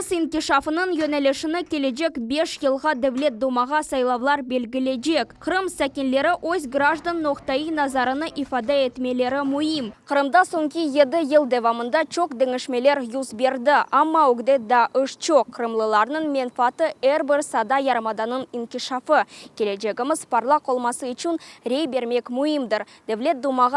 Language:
Crimean Tatar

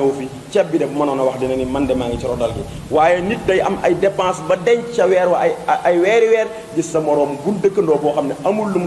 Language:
Wolof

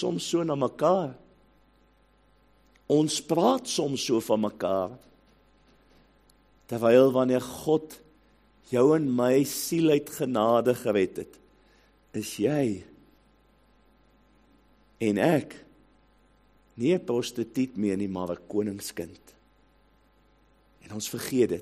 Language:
Afrikaans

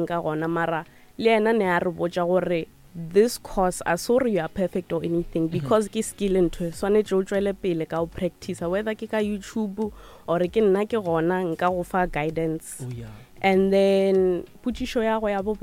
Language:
Northern Sotho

